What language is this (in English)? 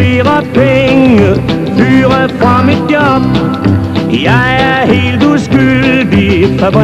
Danish